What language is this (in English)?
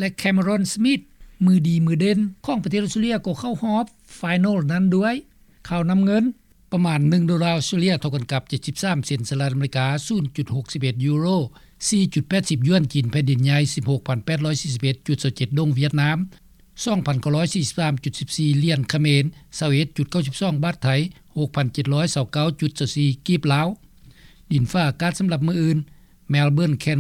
Lao